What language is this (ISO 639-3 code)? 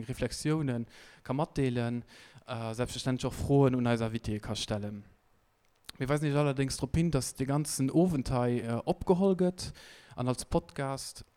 ltz